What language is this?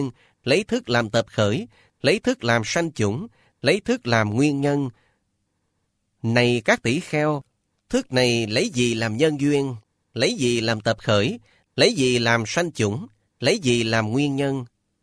Vietnamese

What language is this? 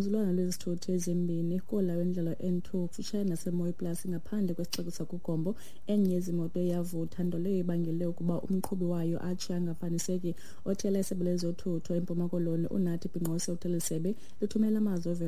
Xhosa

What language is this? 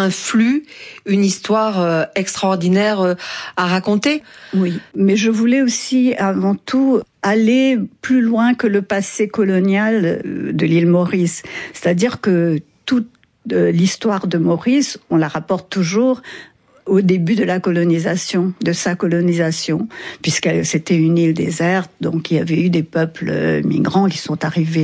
French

